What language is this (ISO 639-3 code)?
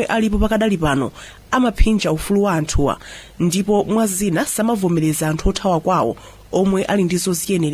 nya